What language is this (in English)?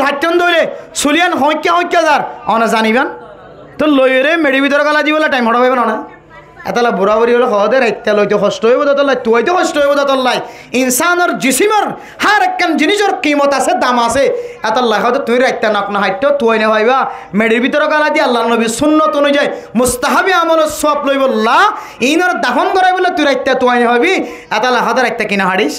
Rohingya